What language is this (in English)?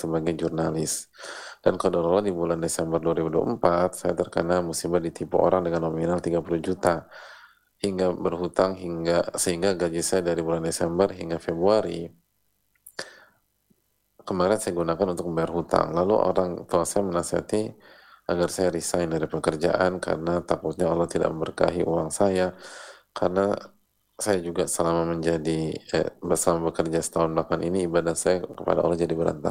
Indonesian